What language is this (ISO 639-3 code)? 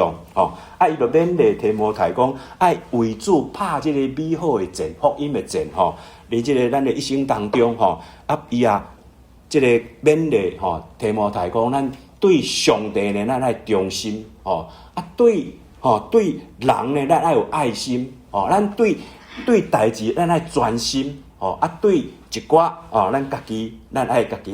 nan